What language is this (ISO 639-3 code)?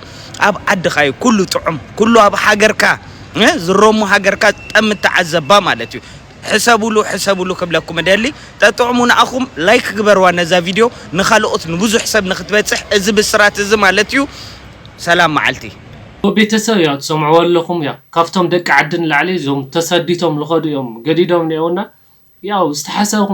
tir